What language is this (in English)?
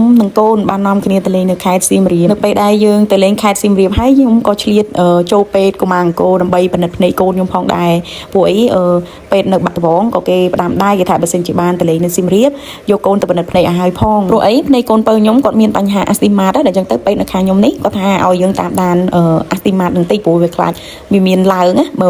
Khmer